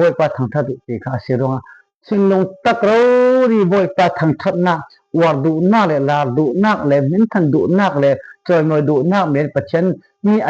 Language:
Falam Chin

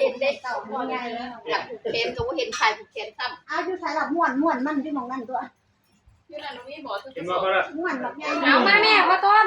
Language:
Northeastern Thai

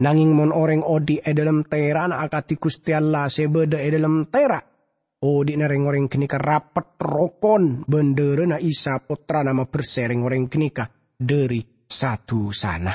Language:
Madurese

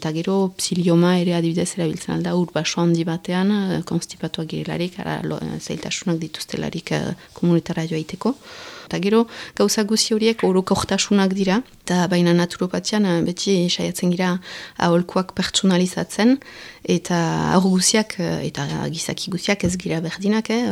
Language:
Basque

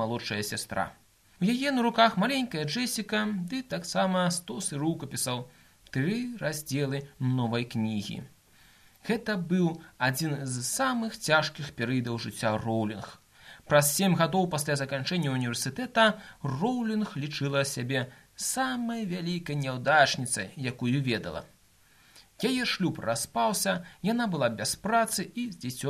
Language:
Belarusian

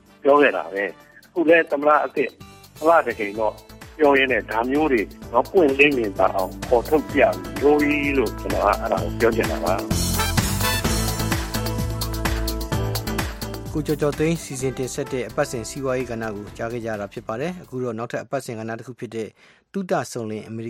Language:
Burmese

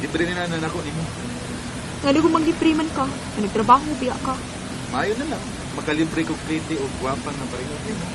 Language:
Cebuano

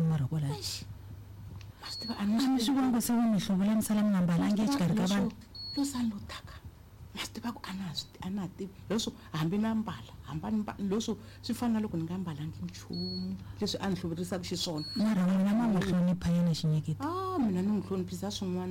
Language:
Tsonga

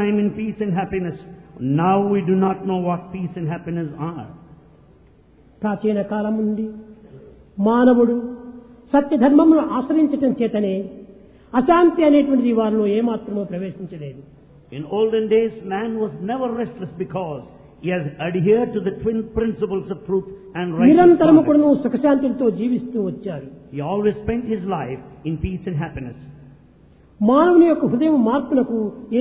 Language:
Telugu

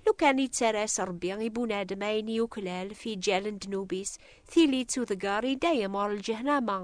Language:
Kabyle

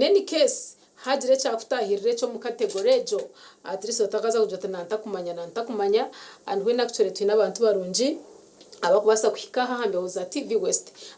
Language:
Nyankole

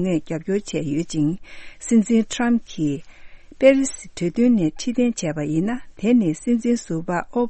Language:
Tibetan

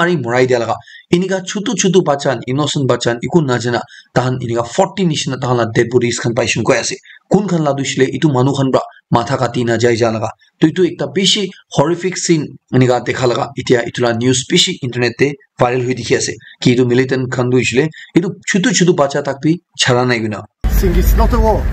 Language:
Naga Pidgin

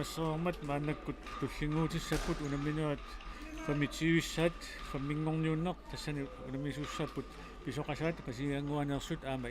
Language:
Kalaallisut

